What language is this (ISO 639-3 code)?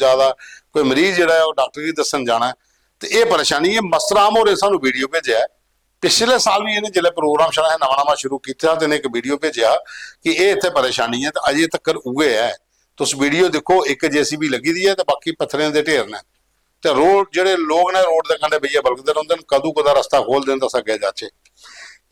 doi